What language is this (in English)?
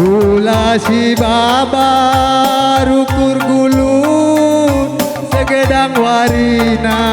Batak Karo